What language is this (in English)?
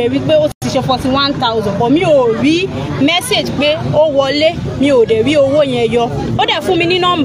Yoruba